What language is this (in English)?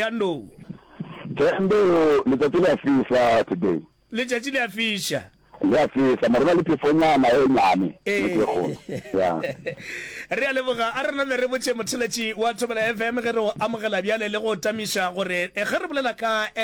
Northern Sotho